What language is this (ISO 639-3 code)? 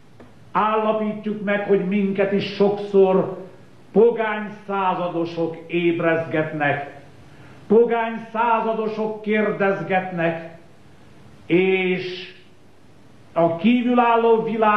hun